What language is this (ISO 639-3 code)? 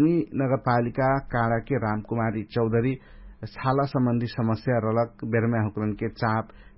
thl